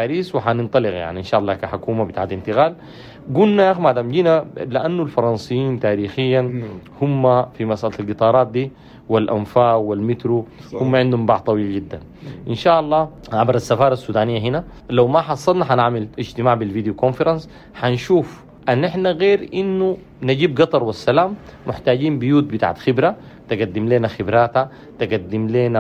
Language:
Sudanese Arabic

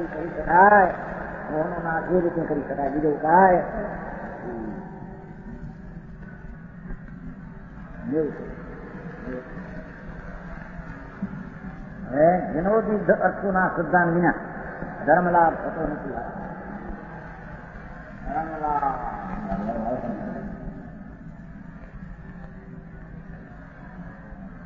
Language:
Gujarati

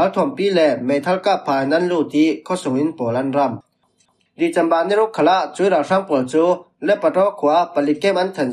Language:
Falam Chin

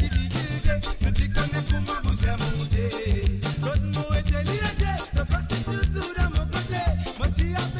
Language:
Morisyen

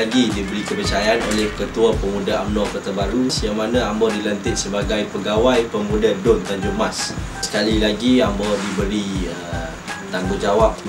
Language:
Malay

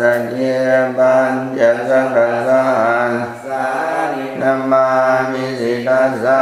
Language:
Pali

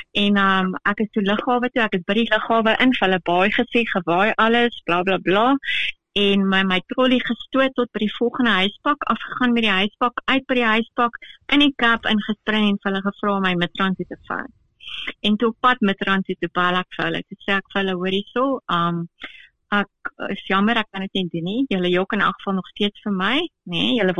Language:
Afrikaans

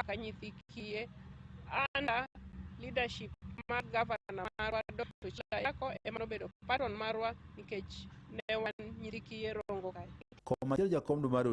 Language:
Luo (Kenya and Tanzania)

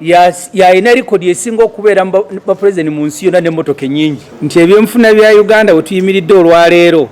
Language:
Ganda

